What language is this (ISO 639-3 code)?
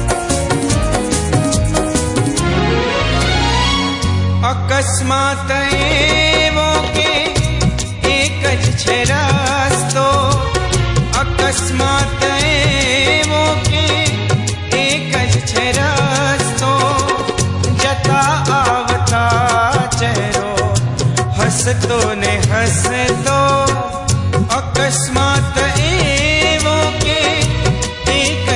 guj